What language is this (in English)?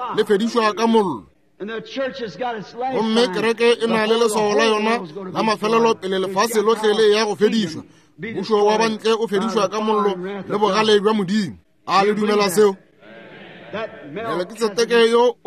Northern Sotho